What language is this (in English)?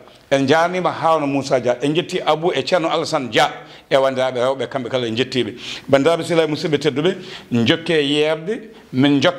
Fula